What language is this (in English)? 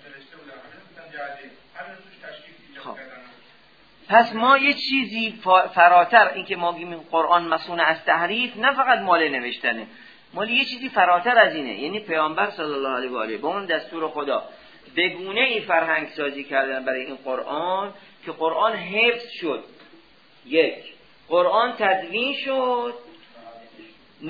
Persian